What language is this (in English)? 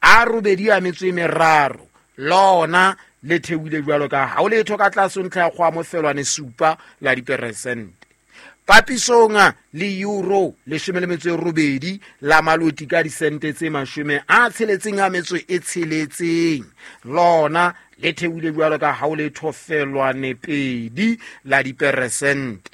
Southern Sotho